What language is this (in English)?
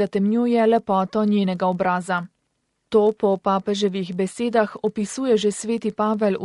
Slovenian